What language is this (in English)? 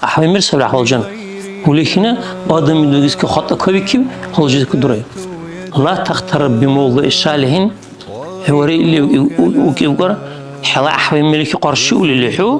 Dargwa